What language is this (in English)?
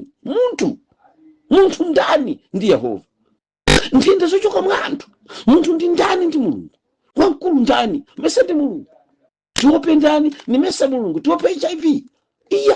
Nyanja